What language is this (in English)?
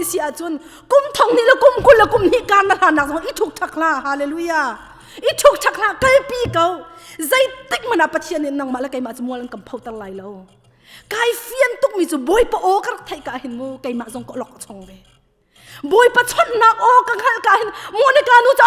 Hakha Chin